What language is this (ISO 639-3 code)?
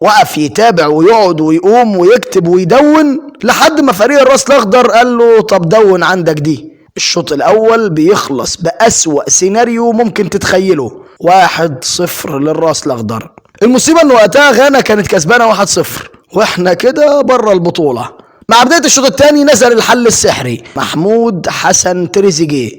arz